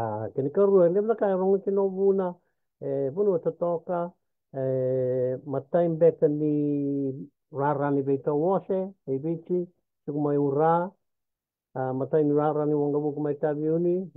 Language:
Fijian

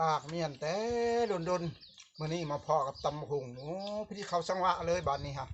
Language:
Northeastern Thai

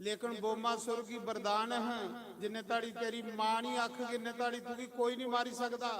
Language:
Dogri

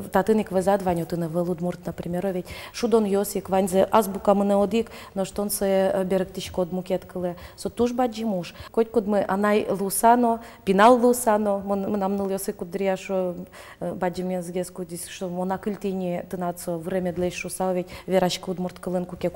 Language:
Udmurt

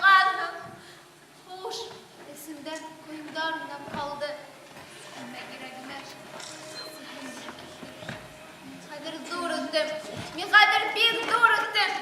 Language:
Bashkir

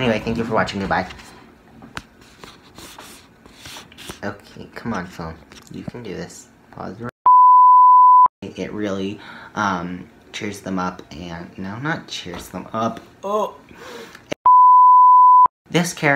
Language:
English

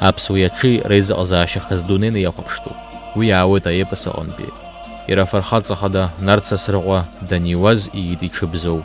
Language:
Abkhazian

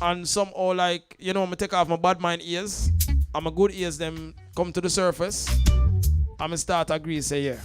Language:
Jamaican Creole English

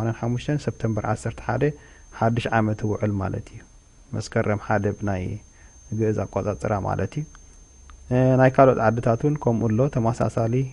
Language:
Tigrinya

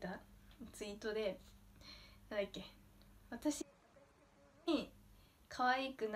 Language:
Japanese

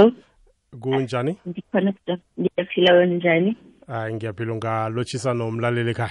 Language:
South Ndebele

